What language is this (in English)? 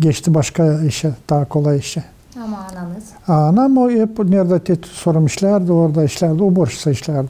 Gagauz